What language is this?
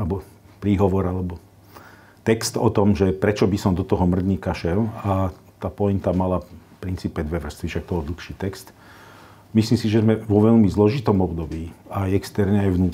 Slovak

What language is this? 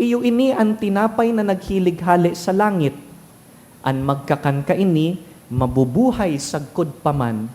Bikol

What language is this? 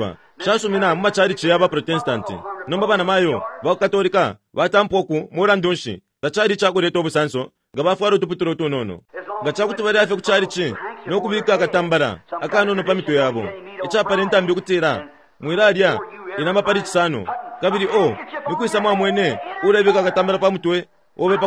Bemba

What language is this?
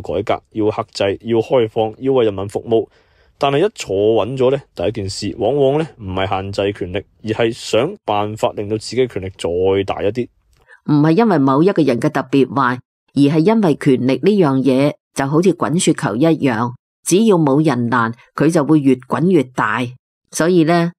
Cantonese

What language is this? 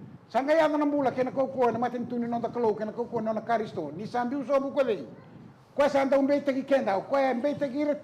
Fijian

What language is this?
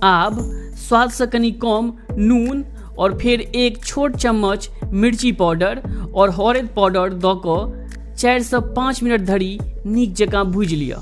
Maithili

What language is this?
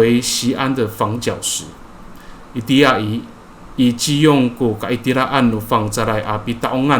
Amis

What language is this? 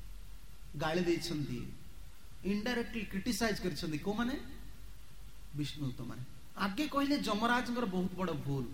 Odia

